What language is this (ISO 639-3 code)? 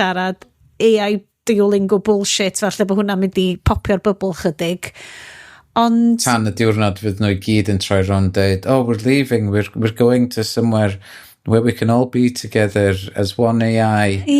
cym